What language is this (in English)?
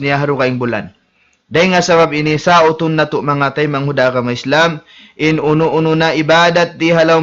Tausug